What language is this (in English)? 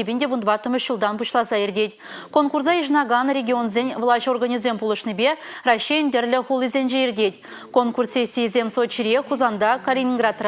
Chuvash